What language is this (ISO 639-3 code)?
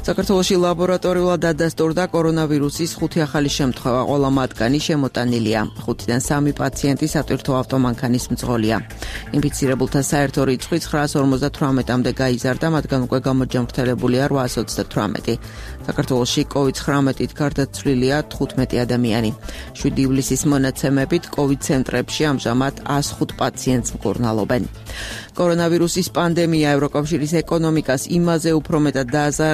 kat